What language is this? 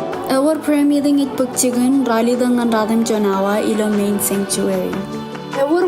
Marshallese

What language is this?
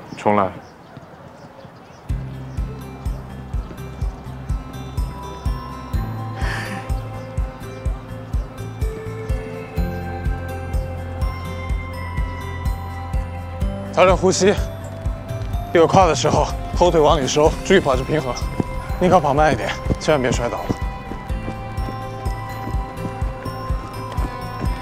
Chinese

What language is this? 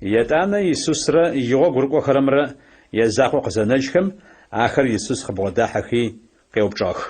Adyghe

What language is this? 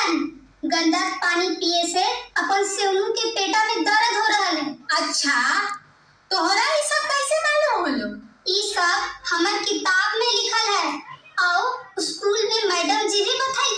Magahi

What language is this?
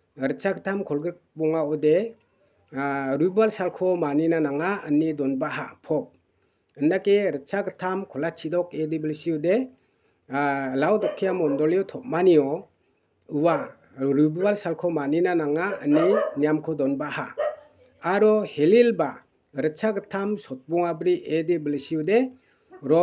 Garo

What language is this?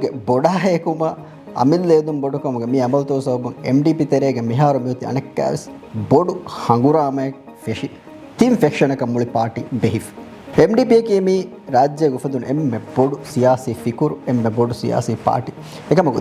Divehi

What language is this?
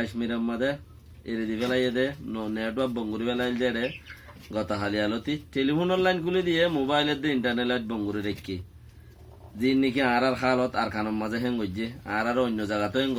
Rohingya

